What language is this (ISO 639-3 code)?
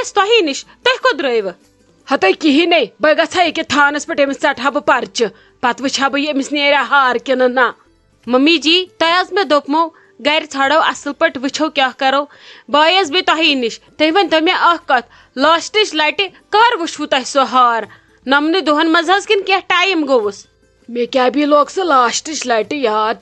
kas